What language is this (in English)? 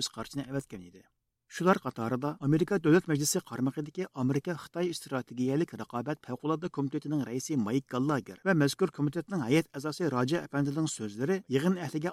Uyghur